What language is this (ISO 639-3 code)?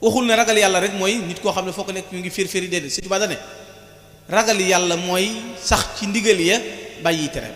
wol